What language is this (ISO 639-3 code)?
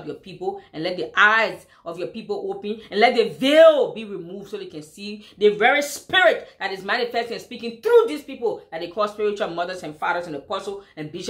eng